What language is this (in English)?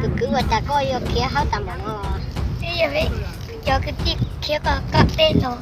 Hmong